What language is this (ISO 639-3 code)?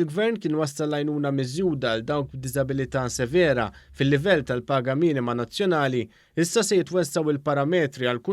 mlt